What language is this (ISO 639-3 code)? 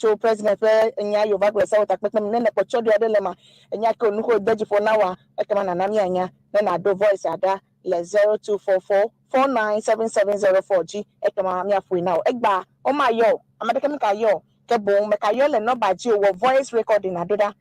ewe